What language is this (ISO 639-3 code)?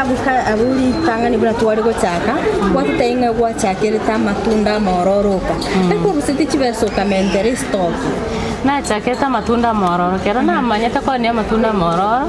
guz